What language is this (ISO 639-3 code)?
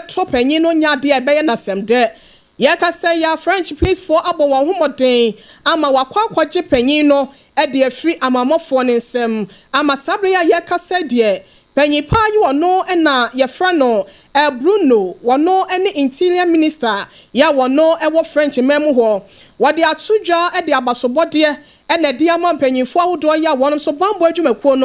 aka